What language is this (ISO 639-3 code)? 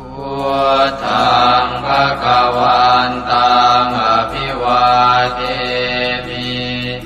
pli